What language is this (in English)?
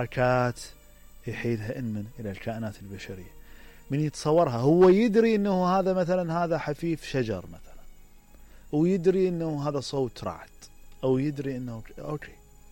Mesopotamian Arabic